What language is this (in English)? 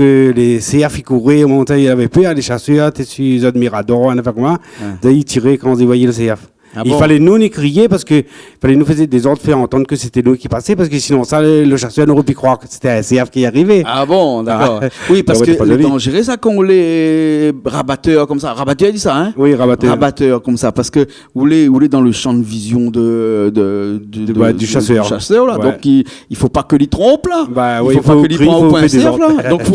Réunion Creole French